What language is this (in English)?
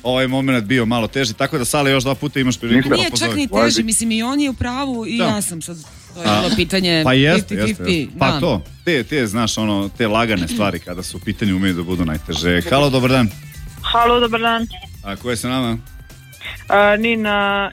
Serbian